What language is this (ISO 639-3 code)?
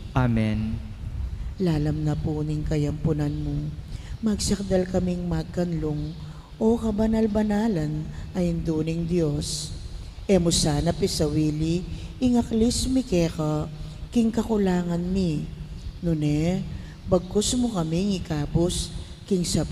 pam